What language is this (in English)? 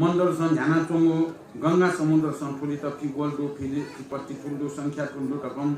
Newari